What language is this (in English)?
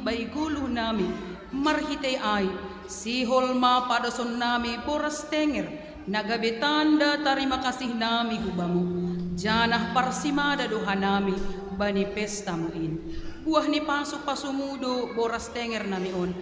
Batak Simalungun